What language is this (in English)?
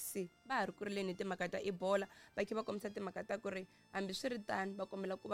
Tsonga